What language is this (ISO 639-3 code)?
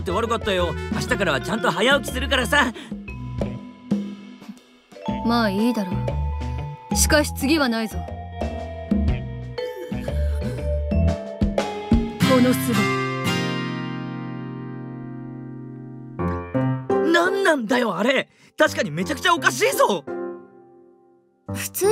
jpn